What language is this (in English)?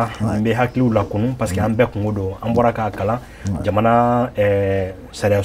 Bambara